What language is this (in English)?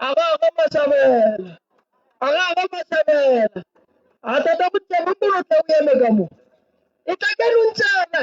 Northern Sotho